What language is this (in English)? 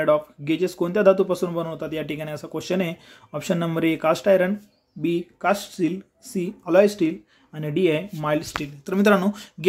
Marathi